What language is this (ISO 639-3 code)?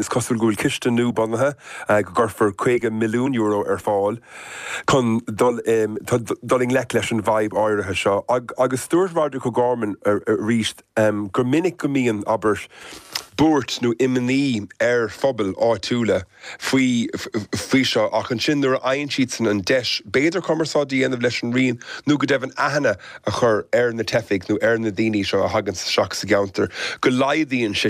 gle